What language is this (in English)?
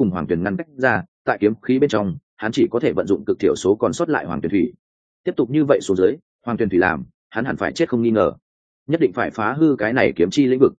Vietnamese